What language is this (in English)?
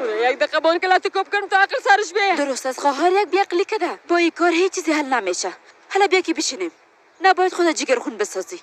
Tajik